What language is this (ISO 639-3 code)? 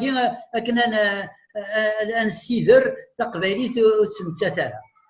kab